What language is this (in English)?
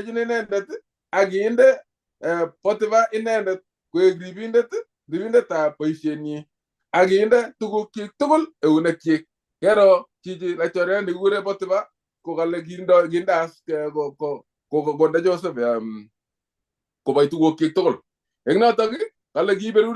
Kalenjin